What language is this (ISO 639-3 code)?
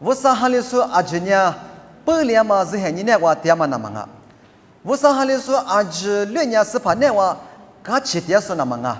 lis